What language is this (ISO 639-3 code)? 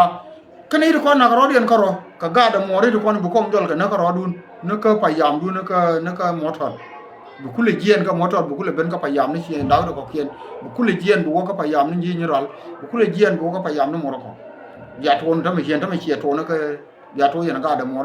nus